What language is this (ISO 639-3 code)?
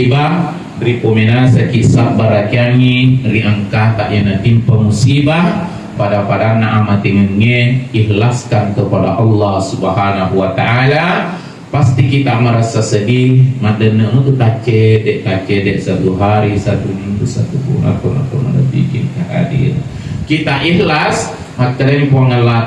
bug